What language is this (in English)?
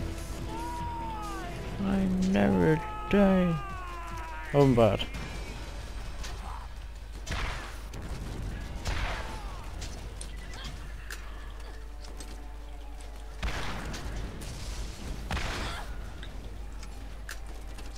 Danish